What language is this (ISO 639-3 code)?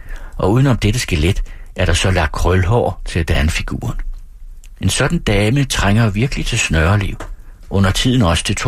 dan